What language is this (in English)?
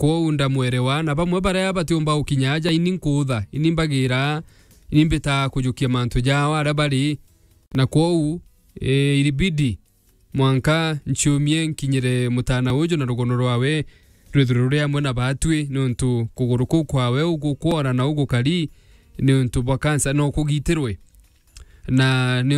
Meru